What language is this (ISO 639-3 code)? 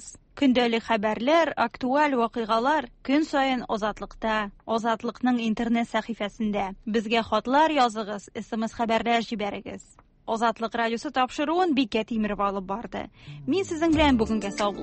tat